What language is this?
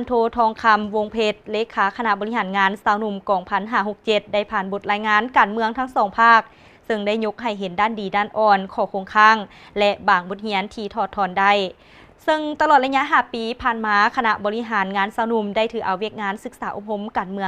Lao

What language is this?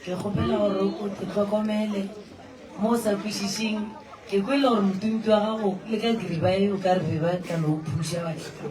Northern Sotho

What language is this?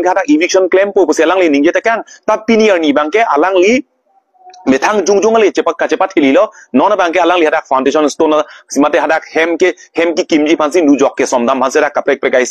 Karbi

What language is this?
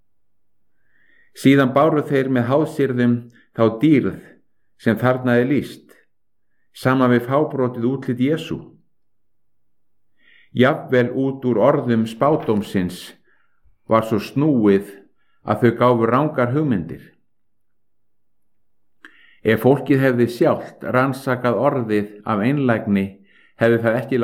Icelandic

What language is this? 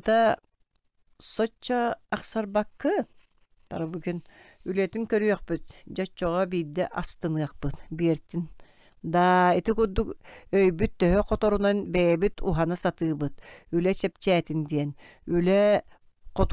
Yakut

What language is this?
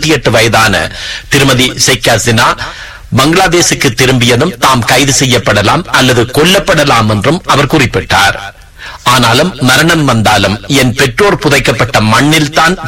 Tamil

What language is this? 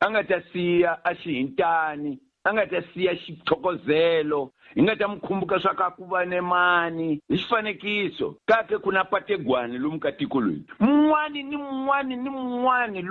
Tsonga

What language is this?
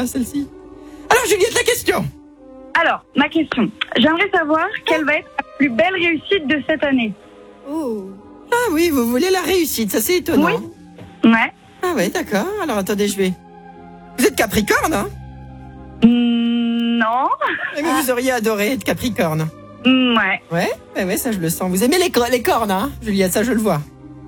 French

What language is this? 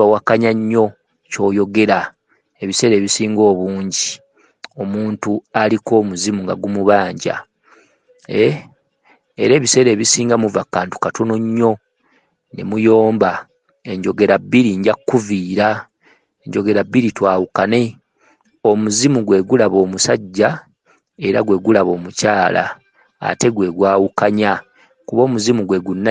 Ganda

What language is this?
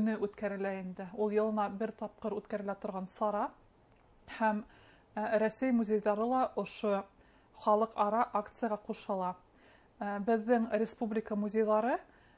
Bashkir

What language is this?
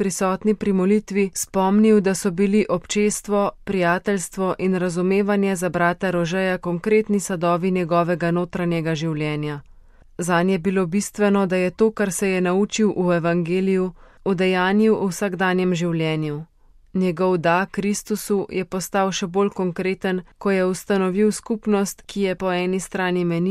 Slovenian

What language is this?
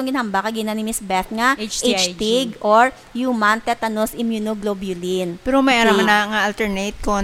Hiligaynon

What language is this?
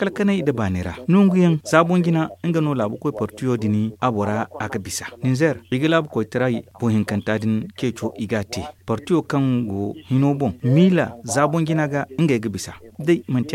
Zarma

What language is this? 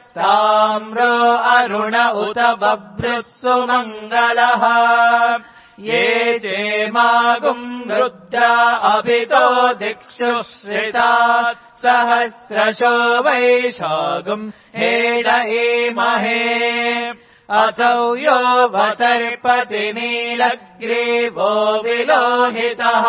Sanskrit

